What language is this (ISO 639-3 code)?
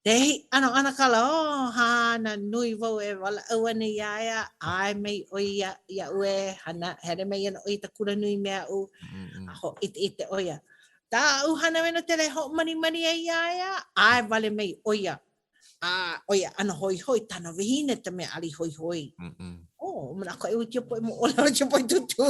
haw